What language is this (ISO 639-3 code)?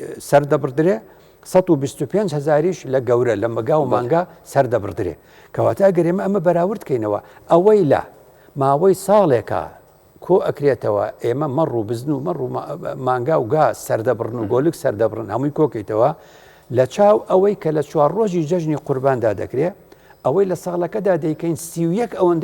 ckb